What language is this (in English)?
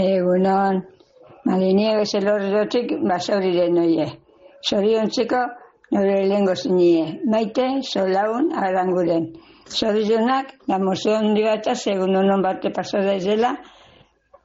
Basque